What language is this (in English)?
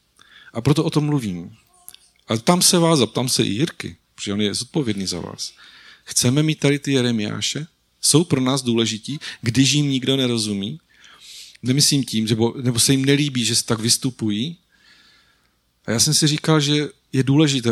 Czech